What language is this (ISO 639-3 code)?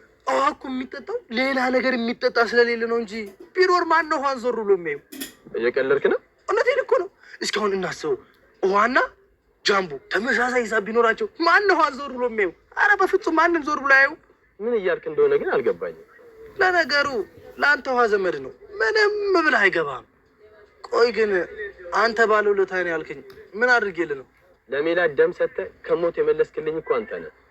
amh